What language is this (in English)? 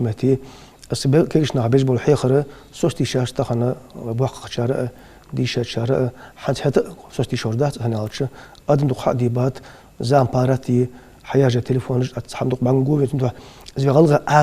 Ingush